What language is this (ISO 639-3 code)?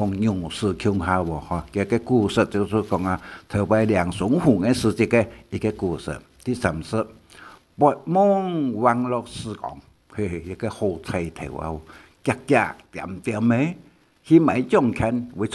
hak